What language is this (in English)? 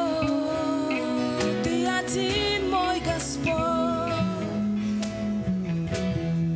Russian